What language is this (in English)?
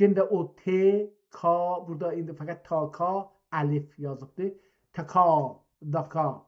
South Azerbaijani